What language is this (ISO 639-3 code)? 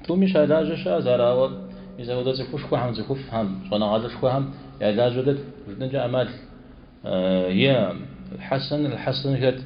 kbd